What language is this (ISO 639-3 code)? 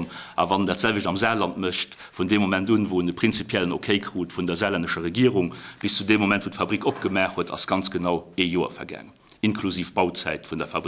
ltz